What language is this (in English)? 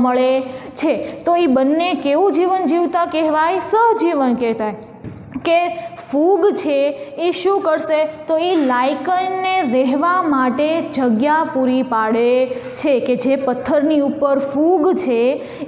Gujarati